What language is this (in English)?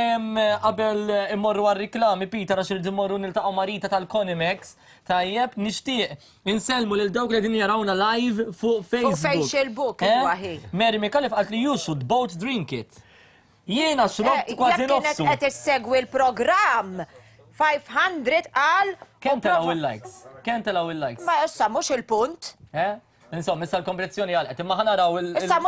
Maltese